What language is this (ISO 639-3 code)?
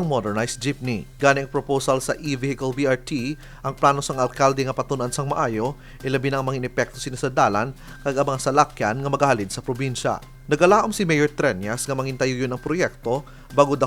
hil